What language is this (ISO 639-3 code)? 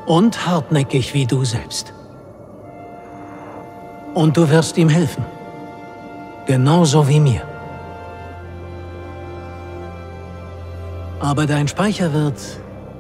deu